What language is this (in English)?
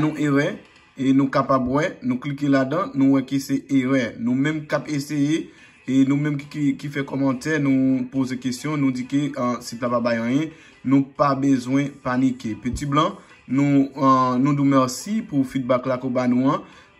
Haitian Creole